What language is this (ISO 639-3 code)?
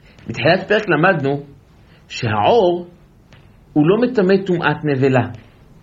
heb